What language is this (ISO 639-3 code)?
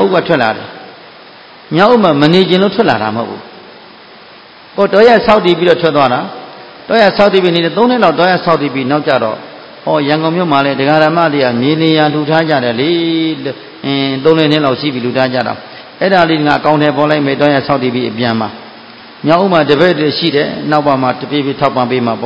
mya